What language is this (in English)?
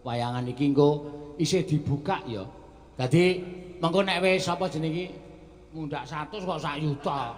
Javanese